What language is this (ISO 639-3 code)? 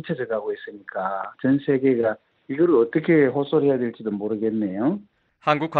kor